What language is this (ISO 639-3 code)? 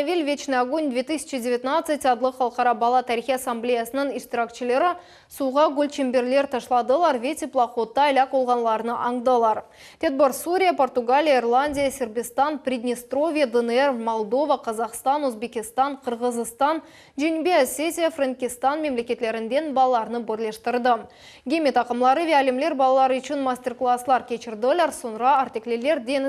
crh